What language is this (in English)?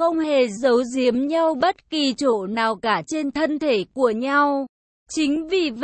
Vietnamese